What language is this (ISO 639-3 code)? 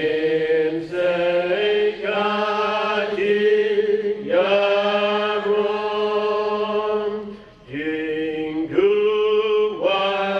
kha